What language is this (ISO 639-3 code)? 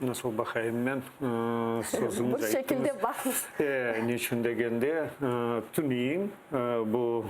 crh